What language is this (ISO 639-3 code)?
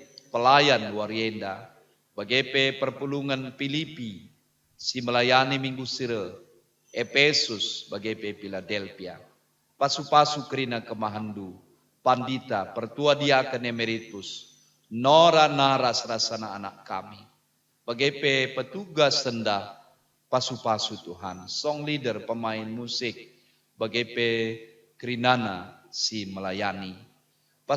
btx